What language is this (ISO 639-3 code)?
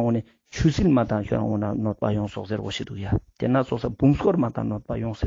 lbj